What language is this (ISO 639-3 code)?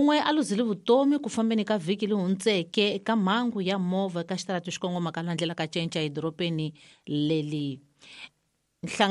tso